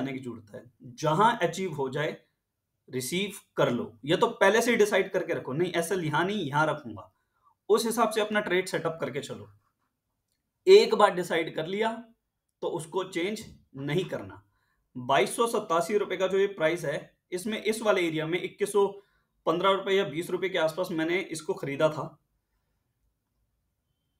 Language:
Hindi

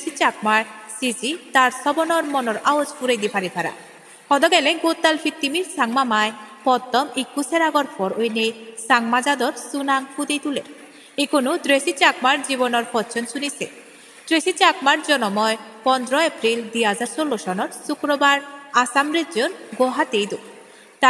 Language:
Chakma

